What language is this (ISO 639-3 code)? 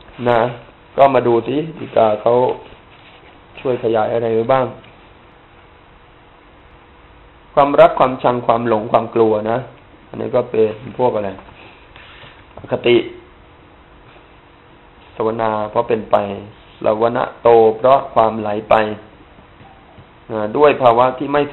tha